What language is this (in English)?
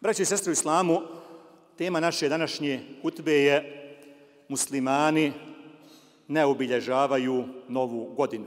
Bosnian